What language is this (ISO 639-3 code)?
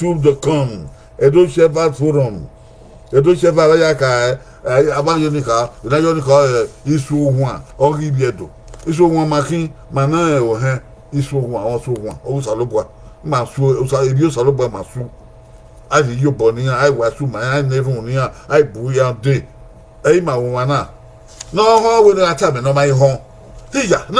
bin